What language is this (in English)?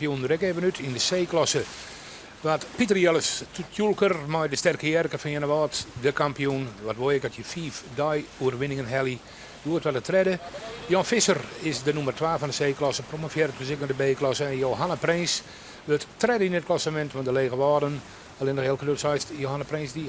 Western Frisian